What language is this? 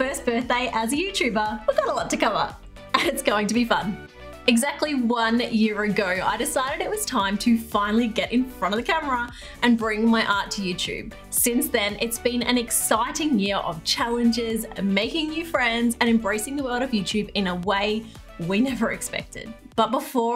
English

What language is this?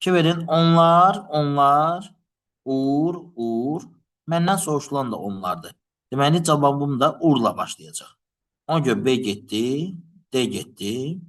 Azerbaijani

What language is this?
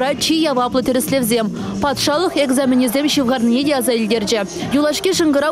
Chuvash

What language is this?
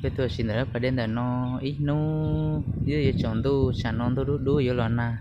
Hmong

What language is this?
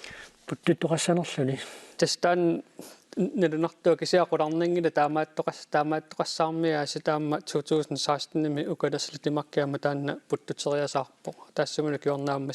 Kalaallisut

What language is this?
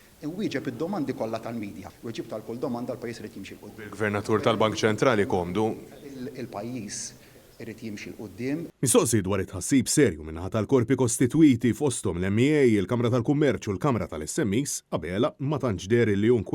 Maltese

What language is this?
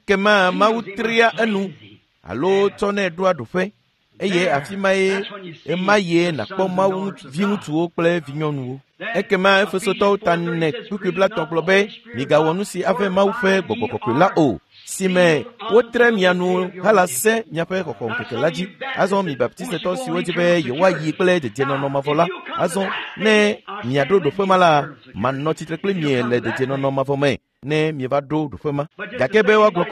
Ewe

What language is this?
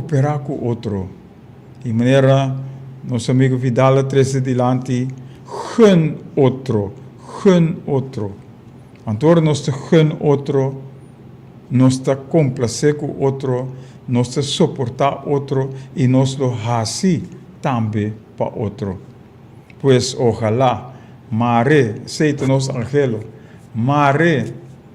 Papiamento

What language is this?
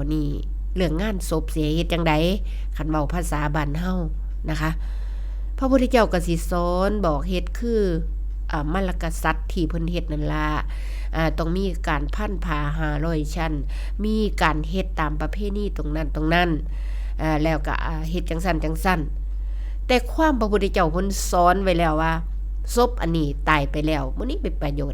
Northeastern Thai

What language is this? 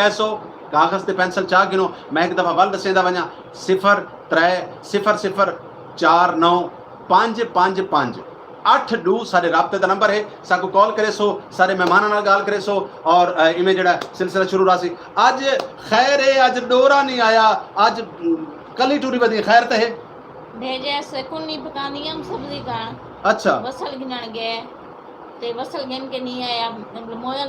Saraiki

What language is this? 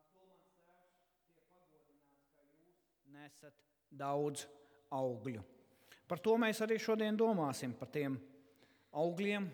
Latvian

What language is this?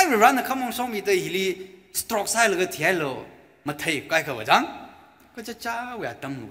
Tangkhul Naga (India)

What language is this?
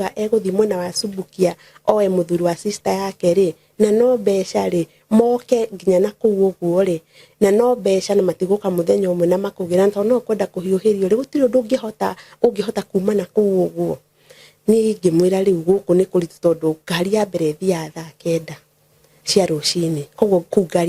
Kikuyu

